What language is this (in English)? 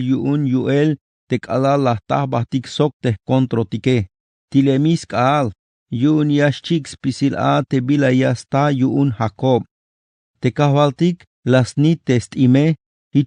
Tzeltal